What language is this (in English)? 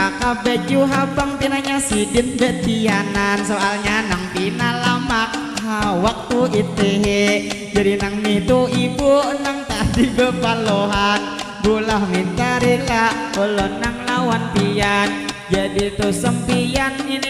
Banjar